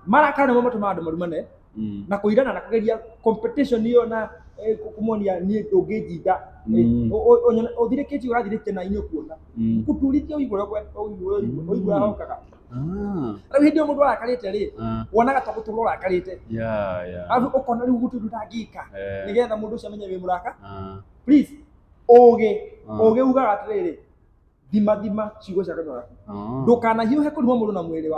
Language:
Kikuyu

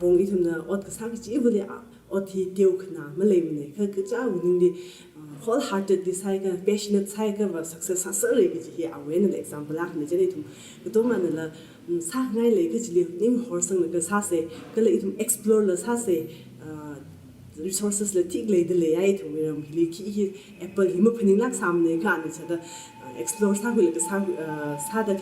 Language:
Tangkhul Naga (India)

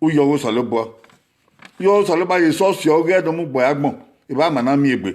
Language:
Bini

